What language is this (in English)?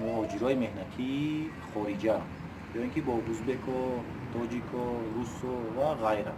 Tajik